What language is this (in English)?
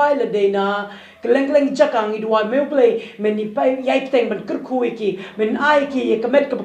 Khasi